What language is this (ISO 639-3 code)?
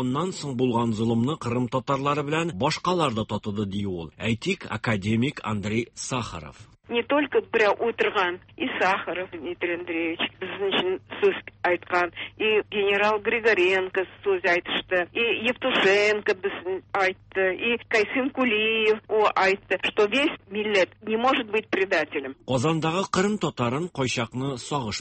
tat